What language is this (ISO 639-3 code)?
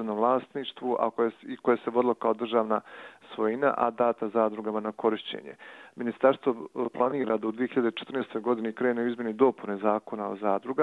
hrv